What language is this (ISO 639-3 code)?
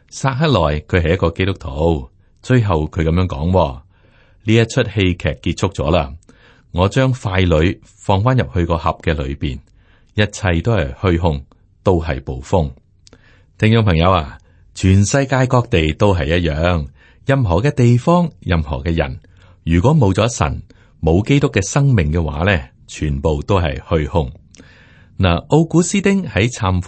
yue